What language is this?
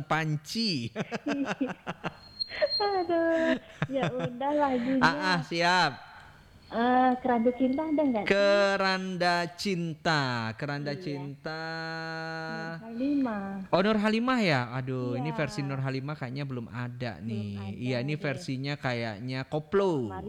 Indonesian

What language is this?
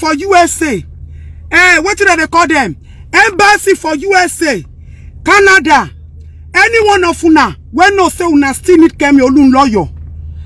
Nigerian Pidgin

